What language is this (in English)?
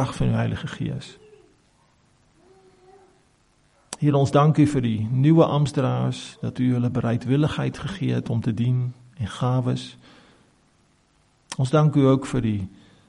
Afrikaans